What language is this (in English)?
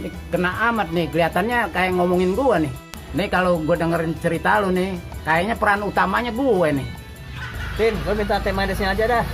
Betawi